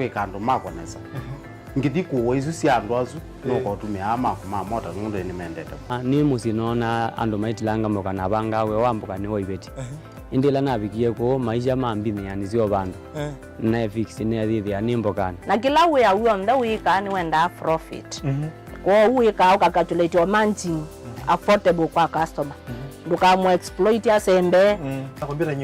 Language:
Kamba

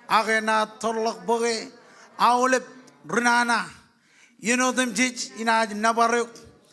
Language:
Marshallese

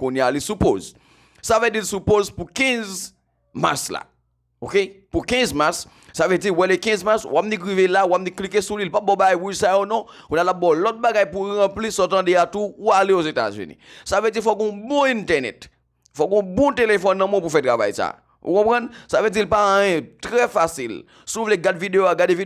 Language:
Haitian Creole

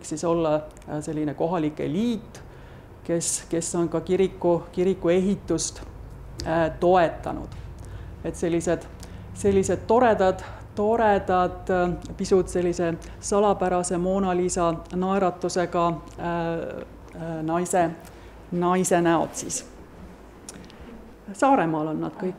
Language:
Estonian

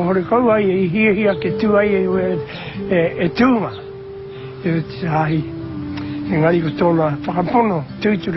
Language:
Māori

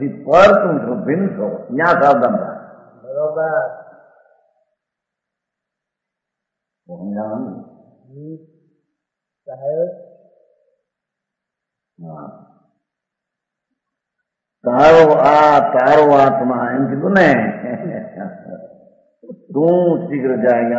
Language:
Gujarati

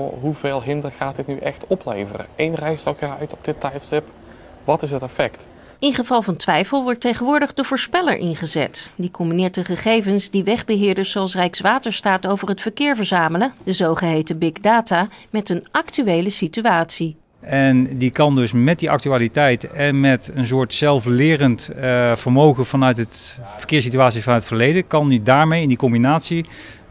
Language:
Dutch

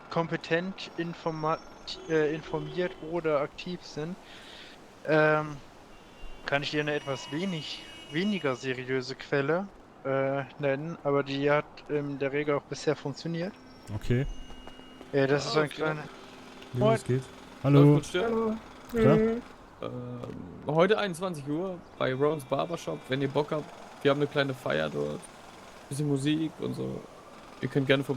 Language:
Swiss German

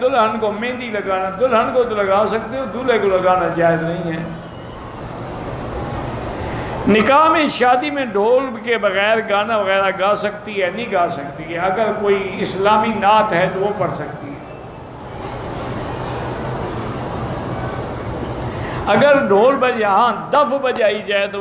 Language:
Urdu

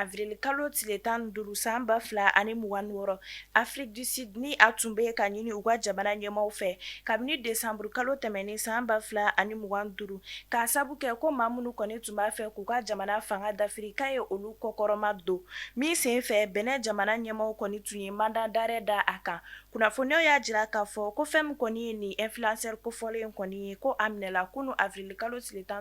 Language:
Bambara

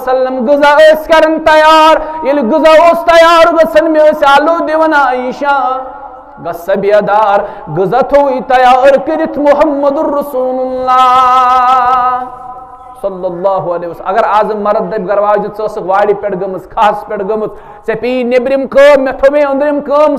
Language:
Kashmiri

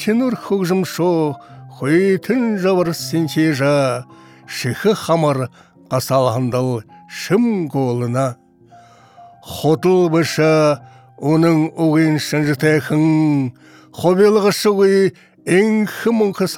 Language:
Buriat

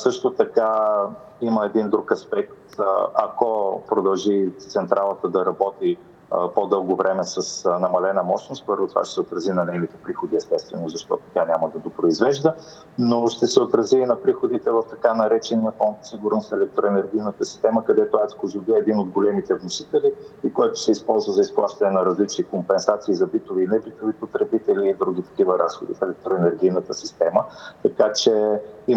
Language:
Bulgarian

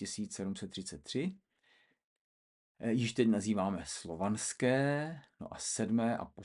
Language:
Czech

